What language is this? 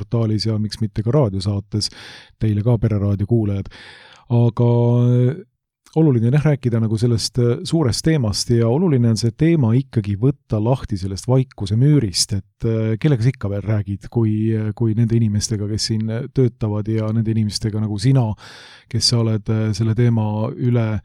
Estonian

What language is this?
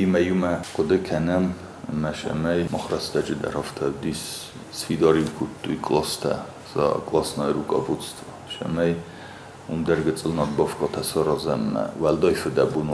Ossetic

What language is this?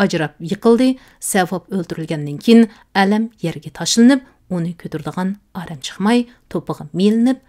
Uyghur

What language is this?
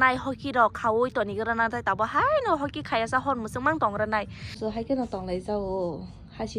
Kok Borok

